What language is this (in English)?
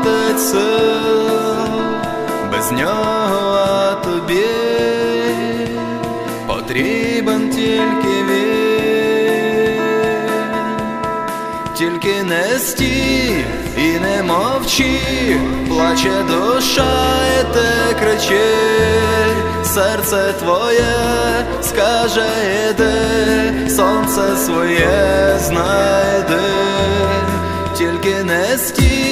Ukrainian